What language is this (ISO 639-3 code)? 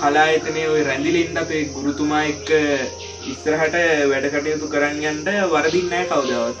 sin